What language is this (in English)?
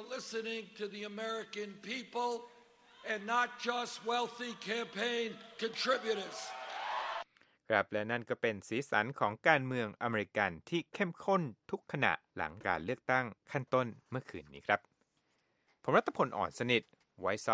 Thai